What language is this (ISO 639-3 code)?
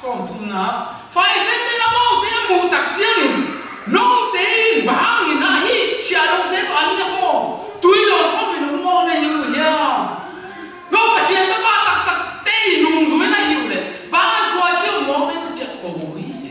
ctd